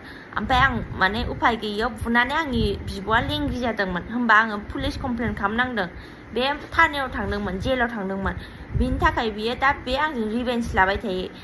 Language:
Bodo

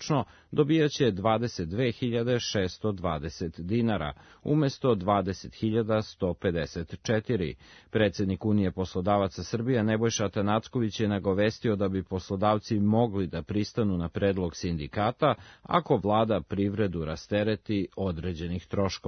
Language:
Serbian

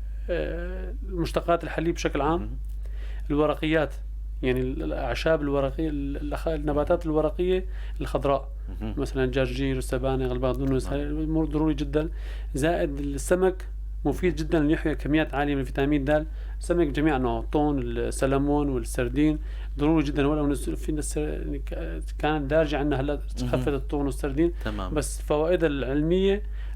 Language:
North Levantine Arabic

